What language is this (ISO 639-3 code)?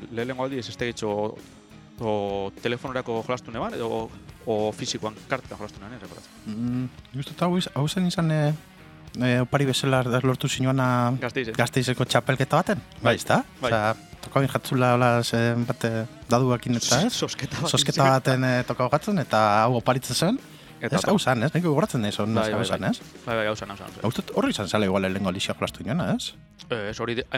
eus